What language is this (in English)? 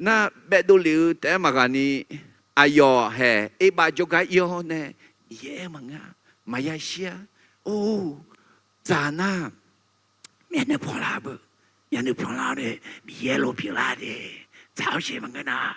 Akha